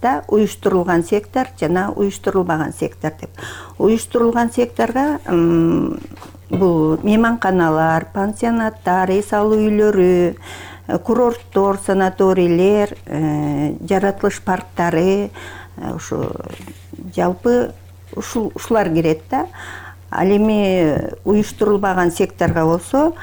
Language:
Kyrgyz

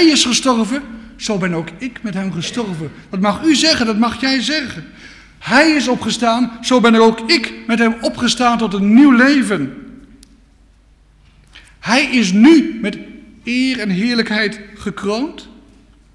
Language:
Dutch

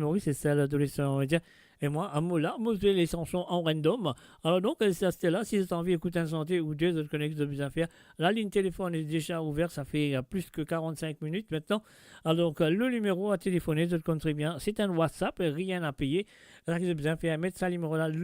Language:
Morisyen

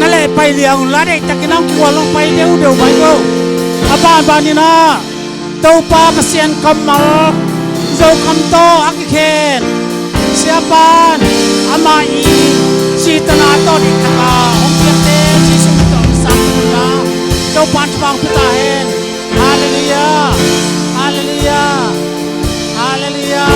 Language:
Tedim Chin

